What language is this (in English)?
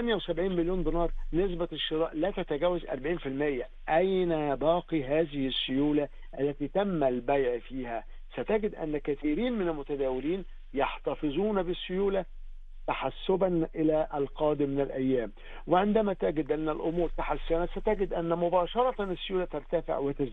Arabic